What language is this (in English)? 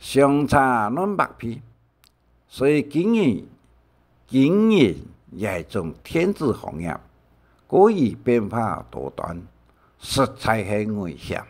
Hakka Chinese